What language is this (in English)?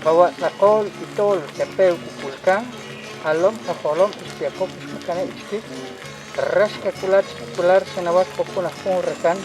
Kekchí